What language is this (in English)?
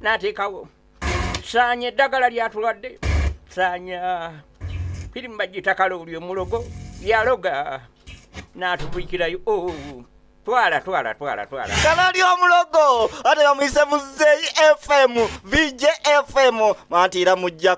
Ganda